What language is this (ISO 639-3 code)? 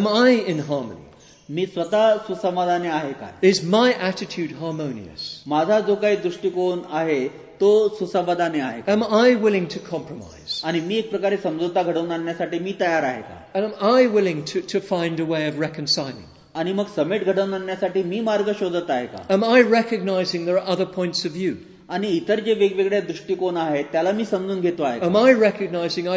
mar